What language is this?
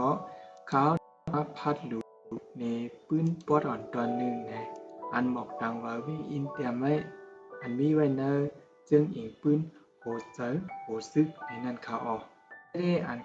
Shan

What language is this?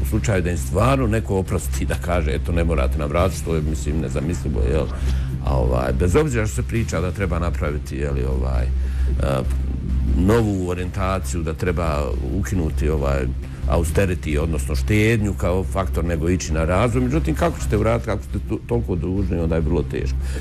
Bosnian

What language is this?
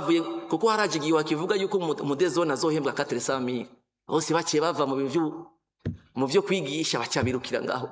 Rundi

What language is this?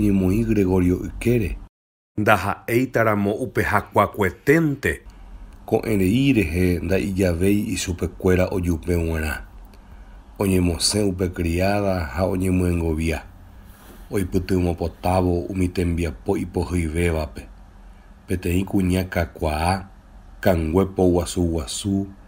Guarani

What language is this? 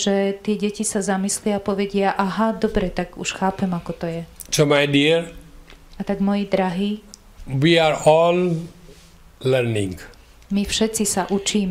Slovak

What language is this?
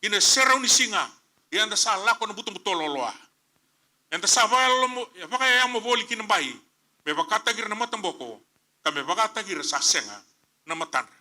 Fijian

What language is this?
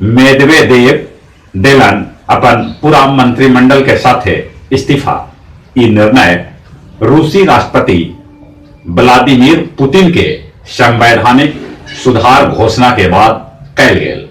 Magahi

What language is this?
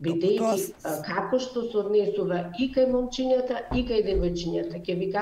Macedonian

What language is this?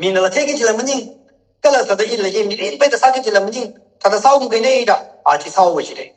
Tangkhul Naga (India)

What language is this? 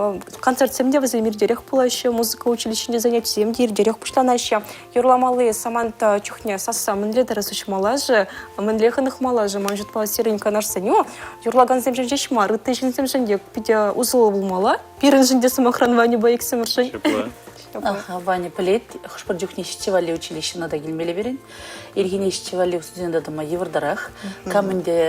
Chuvash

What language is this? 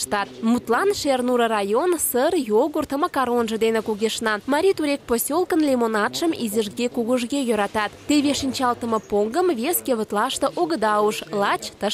Mari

